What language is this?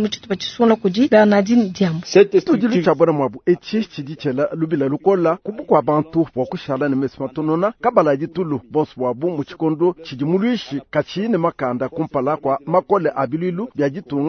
Luba-Lulua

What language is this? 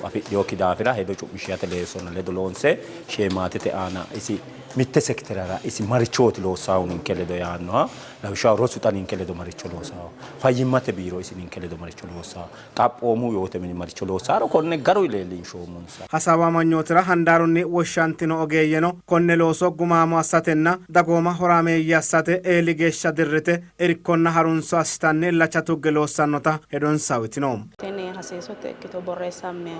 Sidamo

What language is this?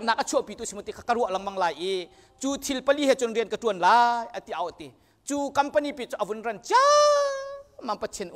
Hakha Chin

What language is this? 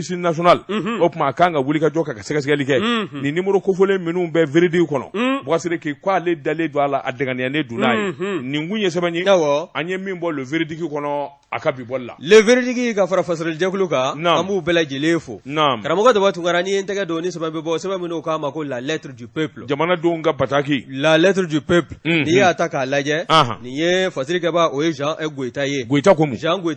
Bambara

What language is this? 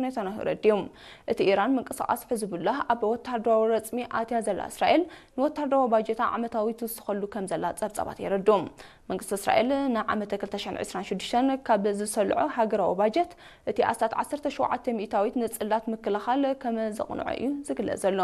Tigrinya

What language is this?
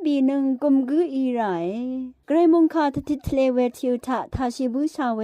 Rawang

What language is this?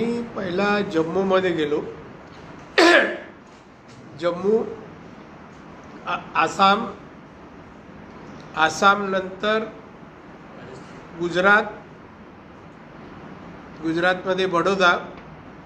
Marathi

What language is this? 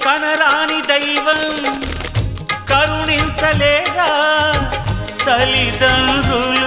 Telugu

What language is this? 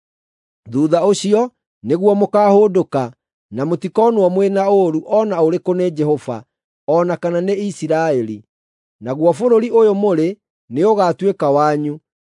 Kikuyu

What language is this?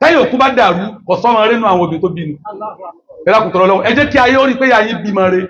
Yoruba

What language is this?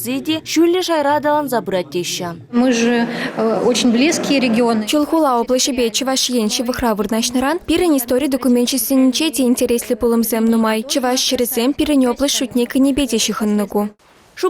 Chuvash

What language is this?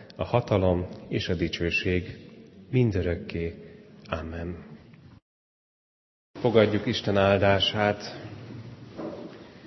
Hungarian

